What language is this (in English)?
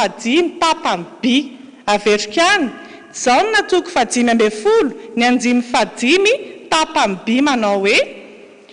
Malagasy